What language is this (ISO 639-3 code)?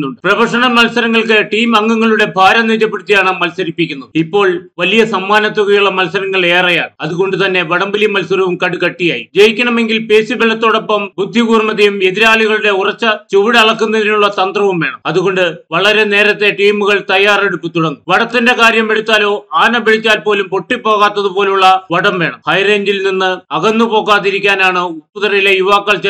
mal